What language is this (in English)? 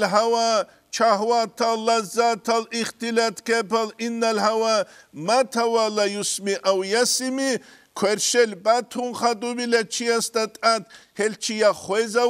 Avaric